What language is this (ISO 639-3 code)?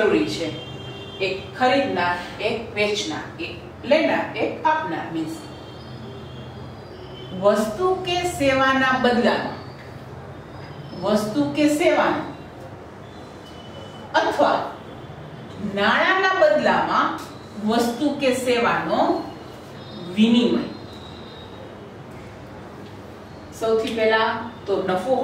guj